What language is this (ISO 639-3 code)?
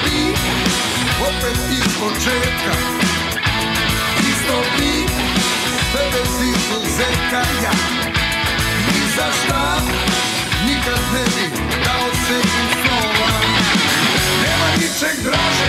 srp